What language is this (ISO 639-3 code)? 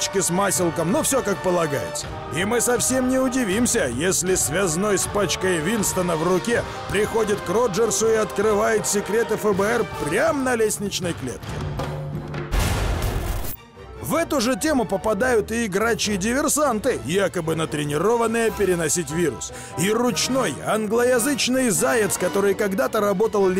rus